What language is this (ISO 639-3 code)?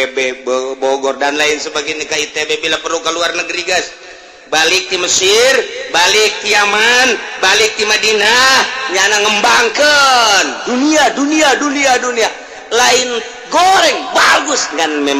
sun